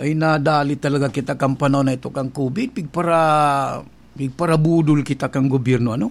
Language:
Bikol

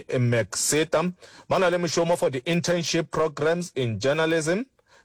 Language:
Northern Sotho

